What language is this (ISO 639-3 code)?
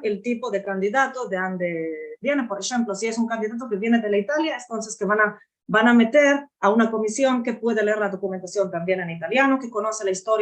lad